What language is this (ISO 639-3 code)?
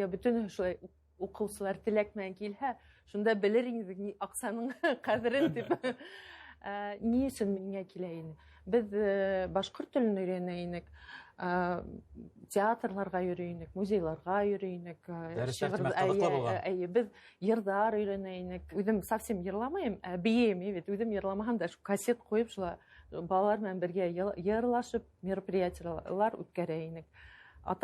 bak